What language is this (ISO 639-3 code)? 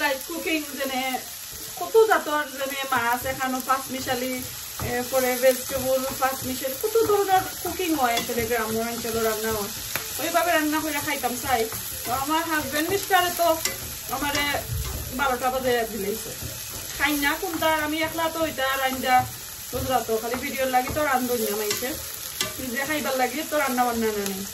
syl